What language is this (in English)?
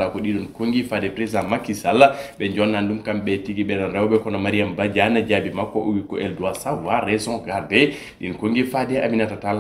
Fula